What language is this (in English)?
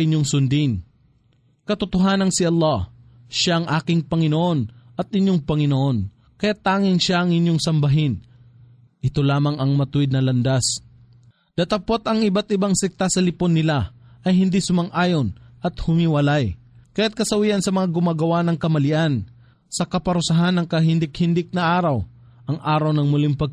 Filipino